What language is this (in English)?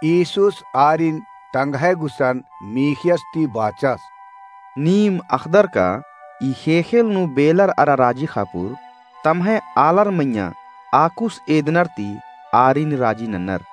Kurukh